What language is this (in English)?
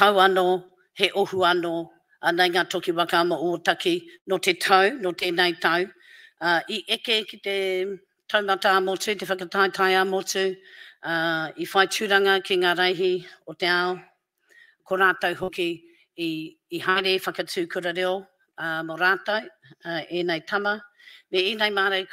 Māori